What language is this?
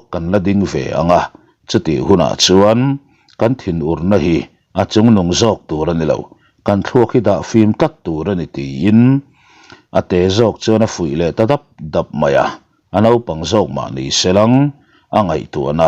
Mizo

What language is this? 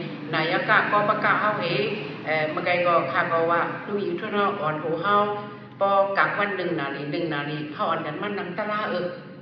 Shan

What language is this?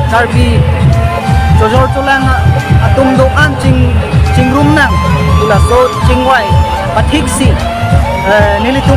Karbi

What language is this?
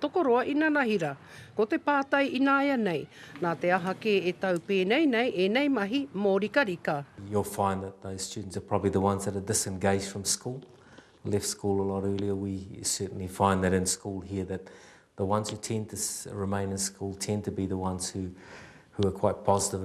Māori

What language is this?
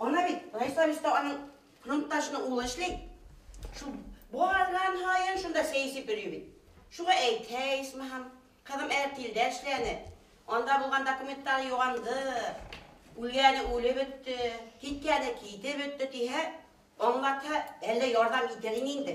Bashkir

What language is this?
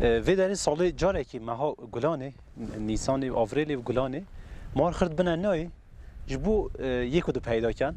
Kurdish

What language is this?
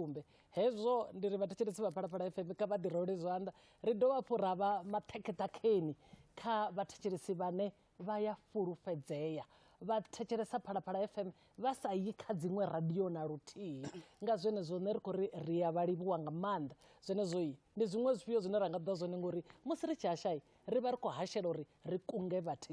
Venda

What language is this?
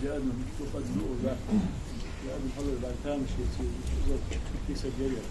Ingush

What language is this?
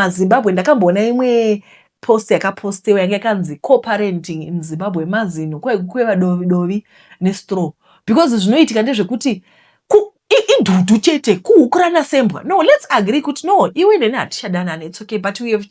Shona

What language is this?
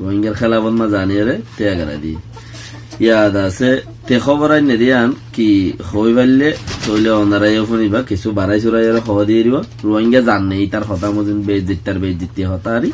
Rohingya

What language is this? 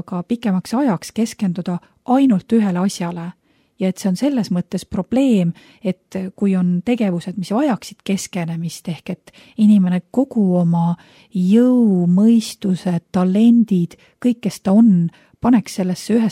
Estonian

